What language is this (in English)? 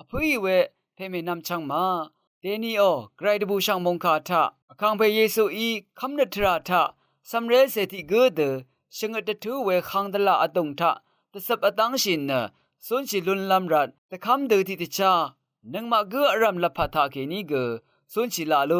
Rawang